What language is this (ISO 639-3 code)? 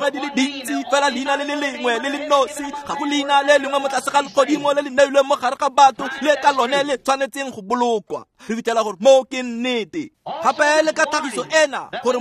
tsn